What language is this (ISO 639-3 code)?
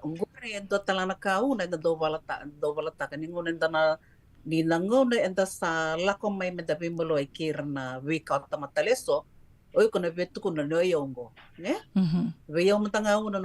fij